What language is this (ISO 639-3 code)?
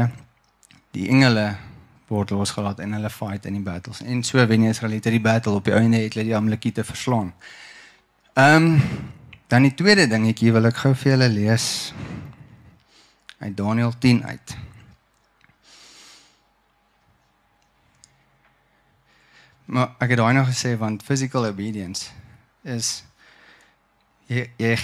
afr